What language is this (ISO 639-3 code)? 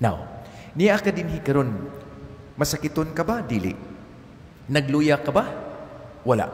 ceb